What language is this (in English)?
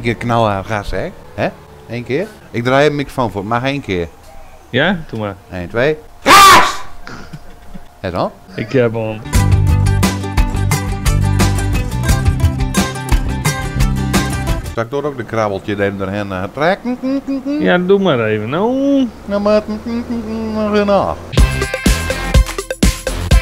Dutch